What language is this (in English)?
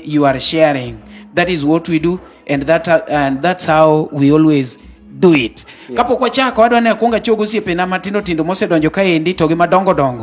Luo (Kenya and Tanzania)